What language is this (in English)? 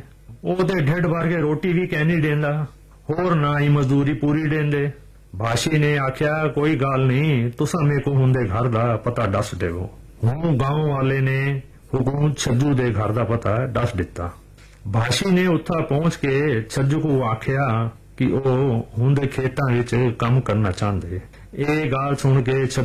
Punjabi